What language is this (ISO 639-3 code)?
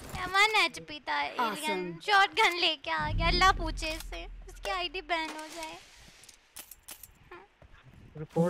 hin